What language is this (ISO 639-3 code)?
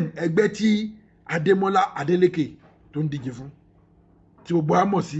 yor